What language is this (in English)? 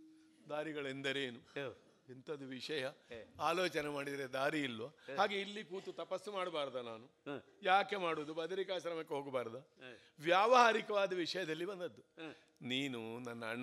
Kannada